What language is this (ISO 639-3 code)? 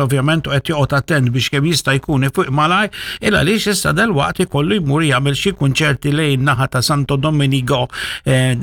mlt